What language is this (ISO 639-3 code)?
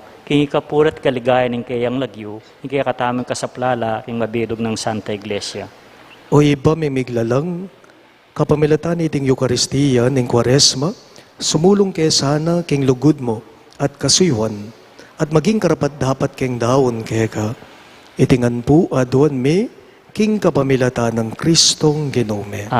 pam